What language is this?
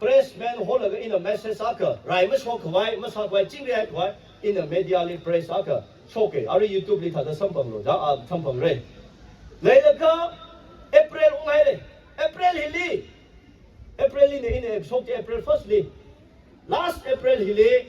Tangkhul Naga (India)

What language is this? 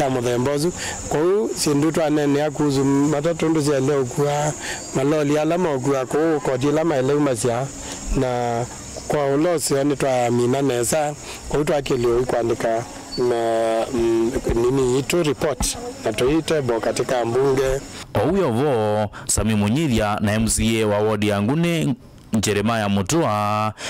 Kamba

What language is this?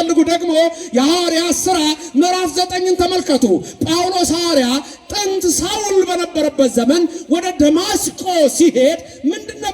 Amharic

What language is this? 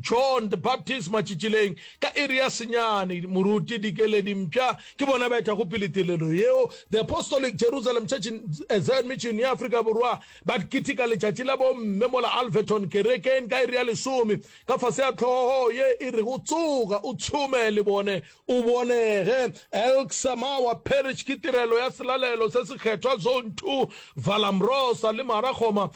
Northern Sotho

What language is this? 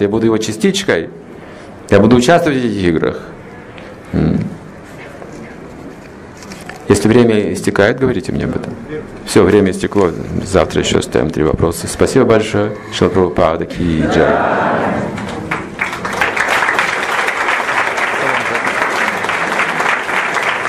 Russian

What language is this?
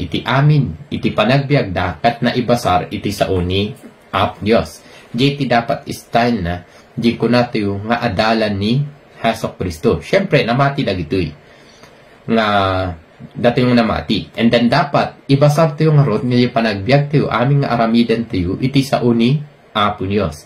Iloko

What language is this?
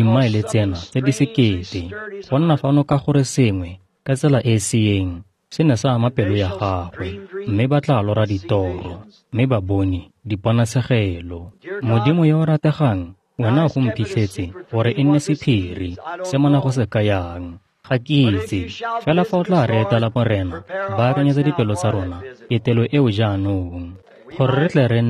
Tswana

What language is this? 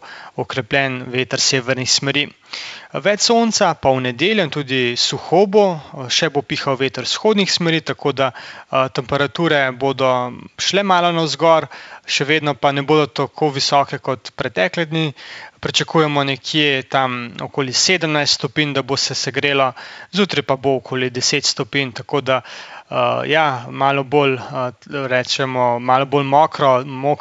Slovenian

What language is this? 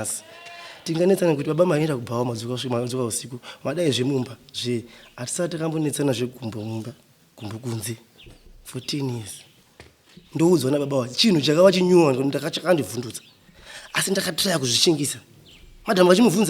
Shona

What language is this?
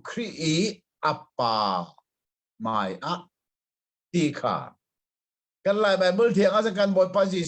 Hakha Chin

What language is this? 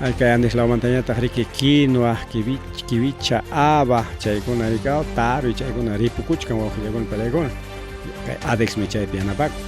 Ayacucho Quechua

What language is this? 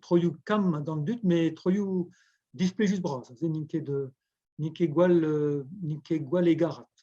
Breton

